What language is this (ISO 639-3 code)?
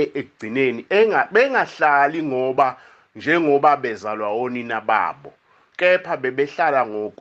zul